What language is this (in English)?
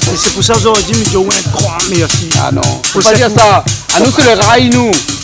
Réunion Creole French